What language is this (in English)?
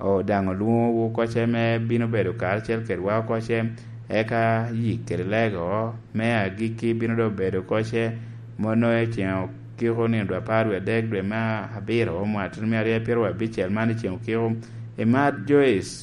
Lango (Uganda)